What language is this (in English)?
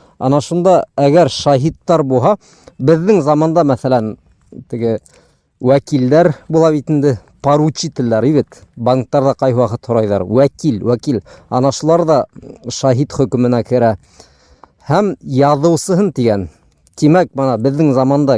Bashkir